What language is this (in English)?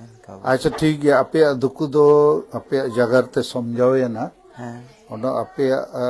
Santali